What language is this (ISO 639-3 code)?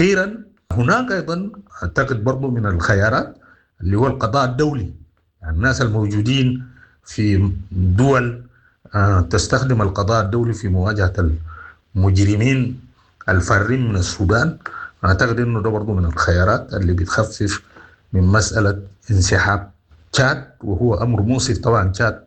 apd